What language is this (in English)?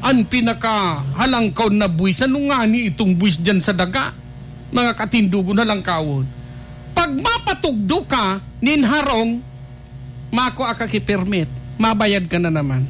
Bikol